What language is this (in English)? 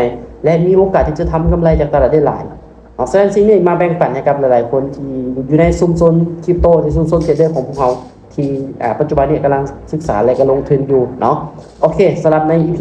Lao